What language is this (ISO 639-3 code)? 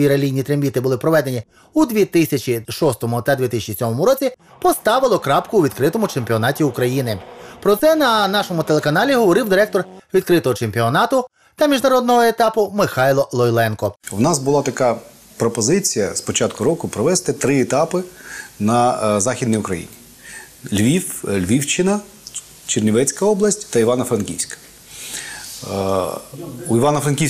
ukr